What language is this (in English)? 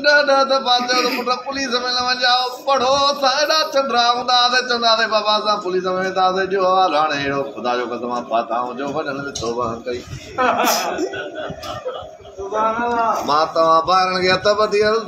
Sindhi